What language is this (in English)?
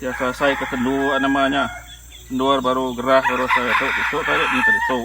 Iban